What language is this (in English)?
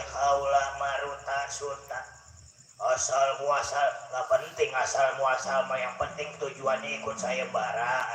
Betawi